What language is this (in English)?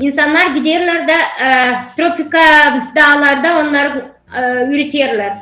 Gagauz